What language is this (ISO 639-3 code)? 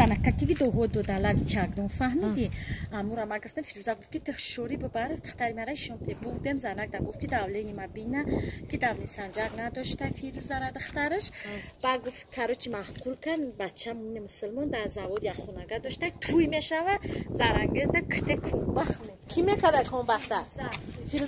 tgk